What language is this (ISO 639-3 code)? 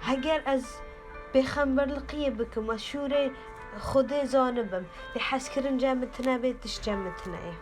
kur